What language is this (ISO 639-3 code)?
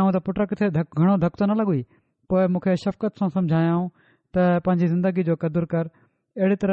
snd